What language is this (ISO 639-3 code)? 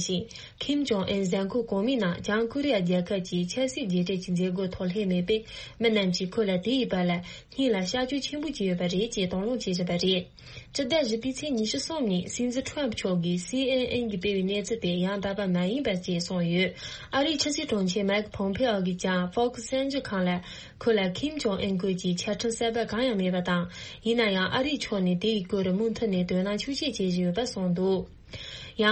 bod